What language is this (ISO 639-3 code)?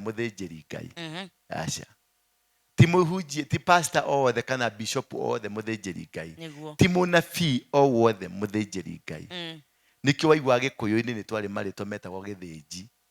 kik